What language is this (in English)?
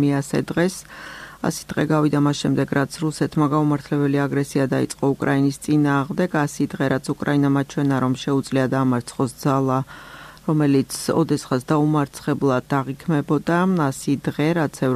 Georgian